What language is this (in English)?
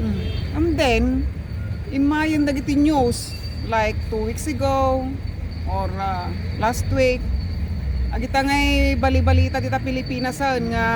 Iloko